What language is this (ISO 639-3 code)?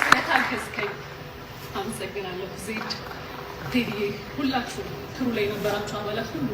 amh